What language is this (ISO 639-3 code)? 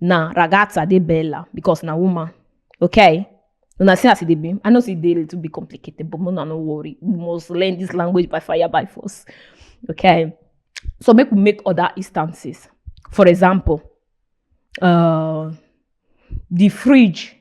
pcm